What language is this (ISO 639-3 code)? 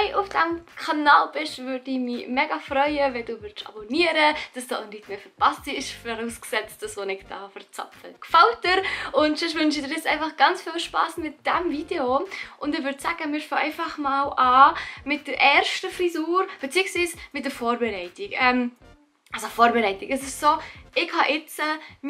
gsw